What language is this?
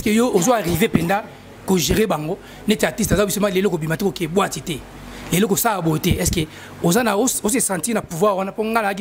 Lingala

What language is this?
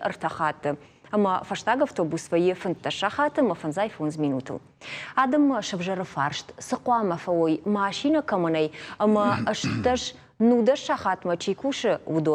Ossetic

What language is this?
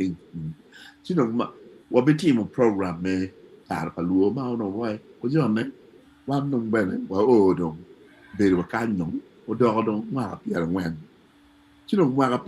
Acoli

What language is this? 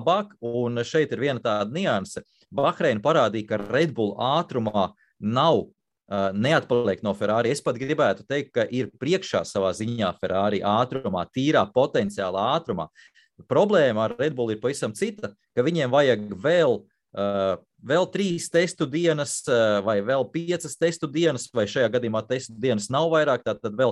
Latvian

